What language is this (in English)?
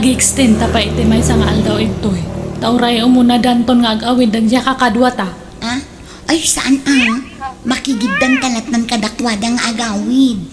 Iloko